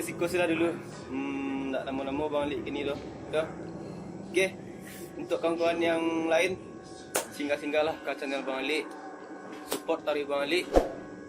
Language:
Minangkabau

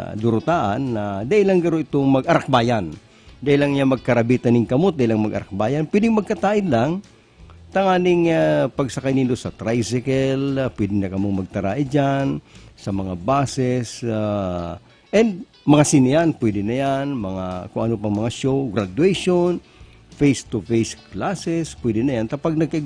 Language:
Bikol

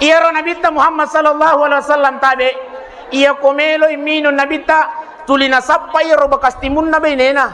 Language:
Buginese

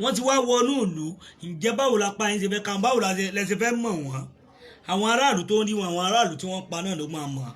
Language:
Yoruba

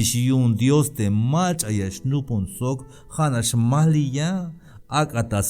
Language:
Tzeltal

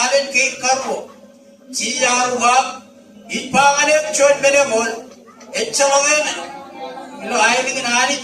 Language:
Marshallese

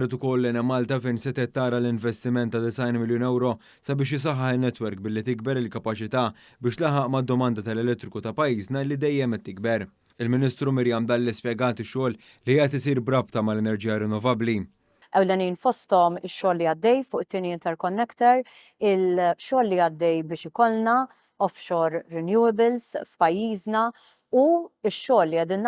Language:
Maltese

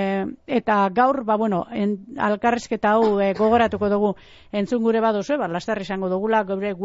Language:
Basque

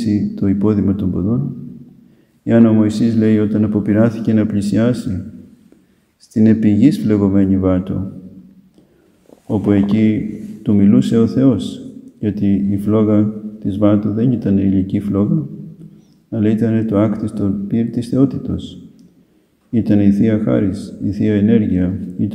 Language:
Greek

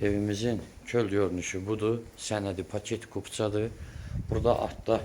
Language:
Azerbaijani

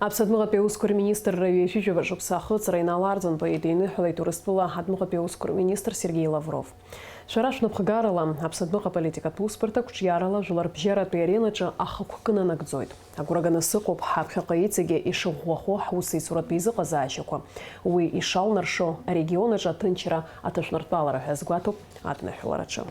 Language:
Abkhazian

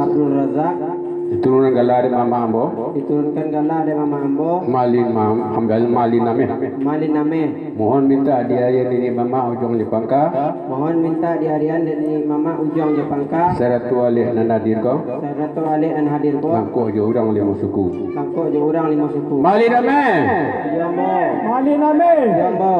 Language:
Minangkabau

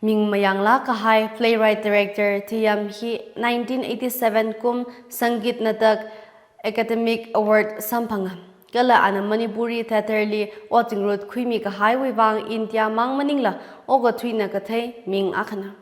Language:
Tangkhul Naga (India)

